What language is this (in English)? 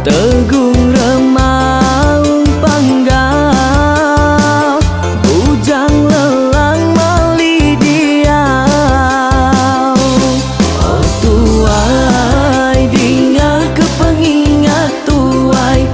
Iban